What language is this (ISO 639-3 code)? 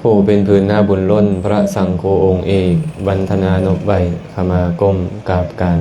lao